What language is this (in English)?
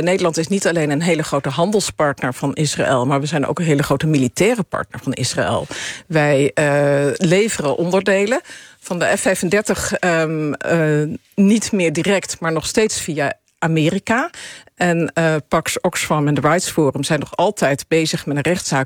Dutch